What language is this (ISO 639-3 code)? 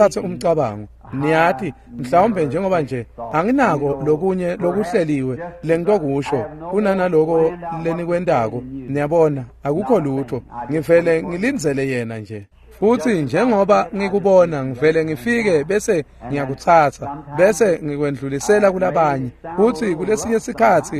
ssw